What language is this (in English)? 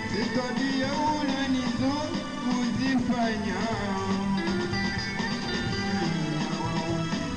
Swahili